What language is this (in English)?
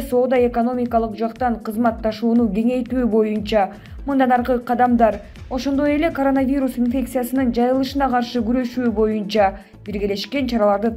Kyrgyz